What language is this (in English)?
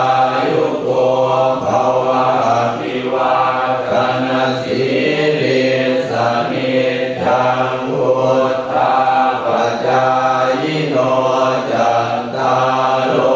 Pali